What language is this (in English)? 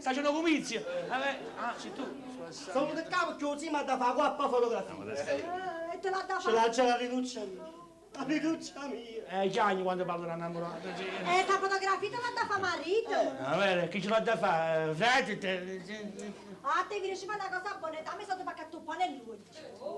Neapolitan